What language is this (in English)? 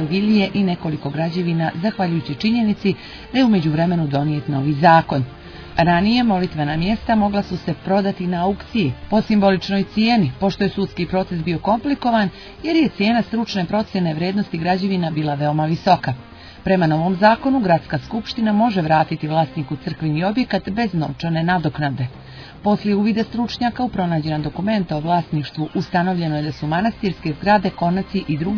Serbian